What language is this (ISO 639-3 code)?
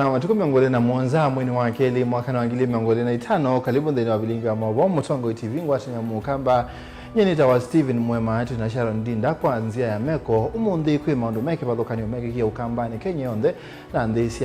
kam